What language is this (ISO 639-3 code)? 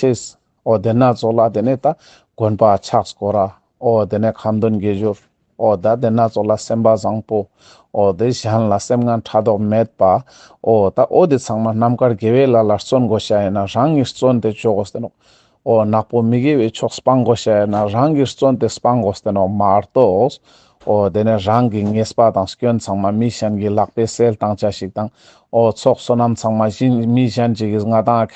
lbj